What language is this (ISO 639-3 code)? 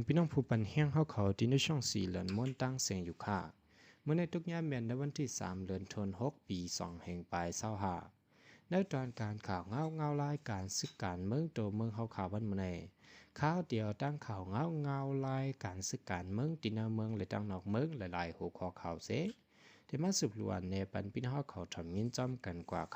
shn